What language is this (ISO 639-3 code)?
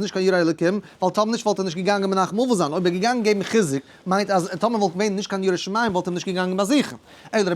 yid